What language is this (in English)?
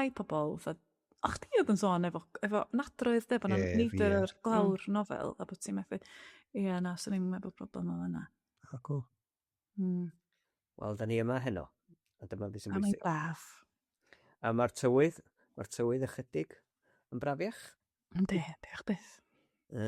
Welsh